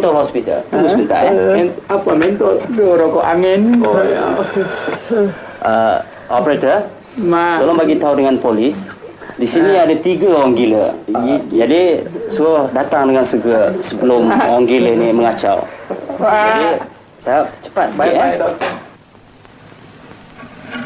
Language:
Malay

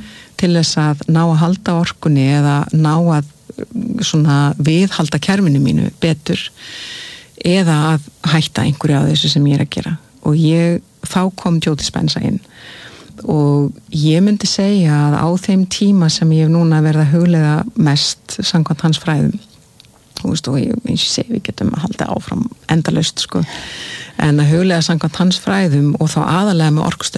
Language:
Icelandic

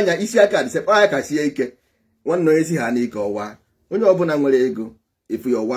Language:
Igbo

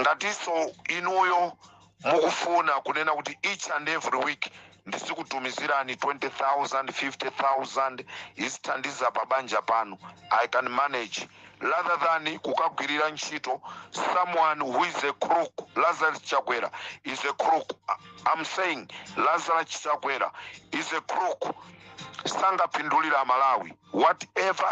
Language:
Nyanja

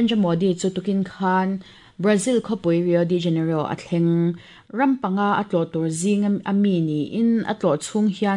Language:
Mizo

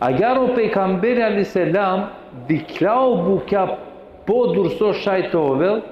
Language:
Balkan Romani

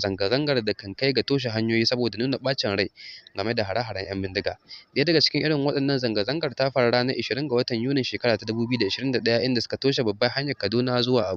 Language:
Hausa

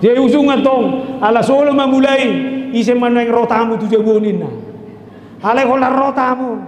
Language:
Batak Toba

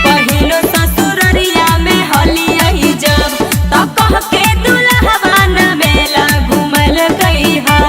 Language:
Magahi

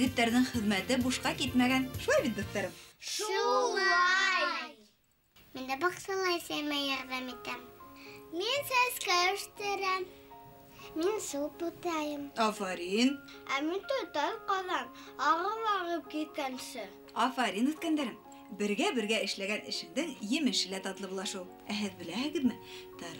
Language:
Bashkir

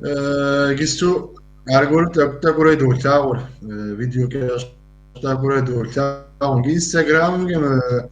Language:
Kabardian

